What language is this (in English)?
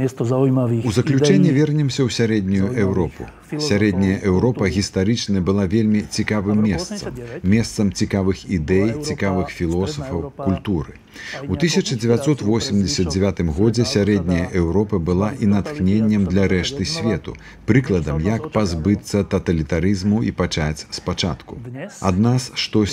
Belarusian